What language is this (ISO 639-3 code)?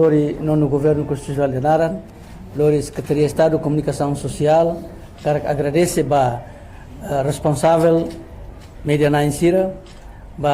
tet